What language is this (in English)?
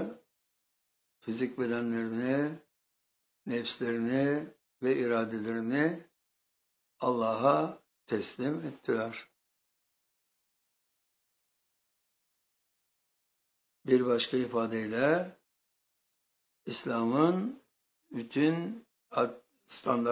Turkish